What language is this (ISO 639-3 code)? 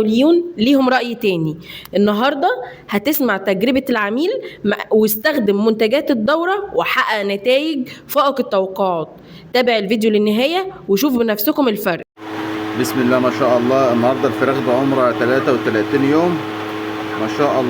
arz